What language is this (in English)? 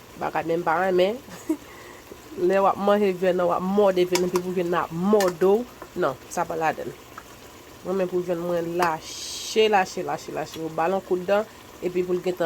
Haitian Creole